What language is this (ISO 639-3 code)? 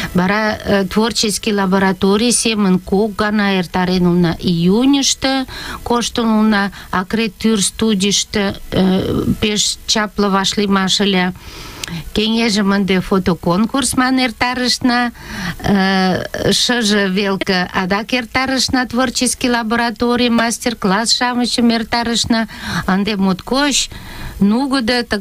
chm